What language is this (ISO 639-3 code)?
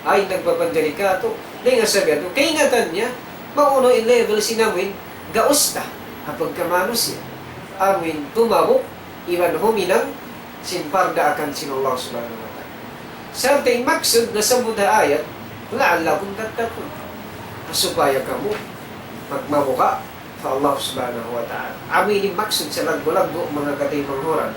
tsg